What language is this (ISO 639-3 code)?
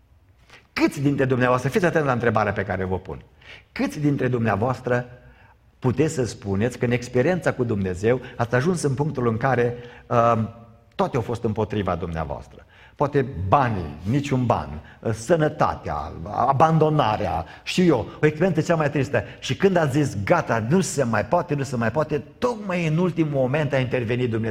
ron